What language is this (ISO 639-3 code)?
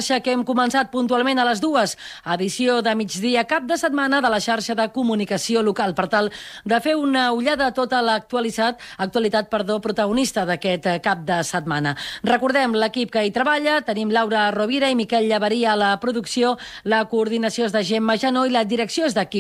cat